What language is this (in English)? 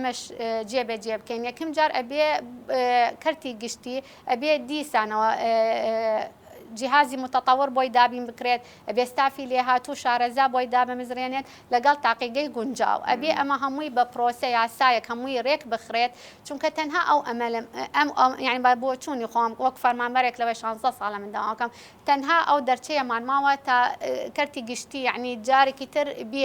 Central Kurdish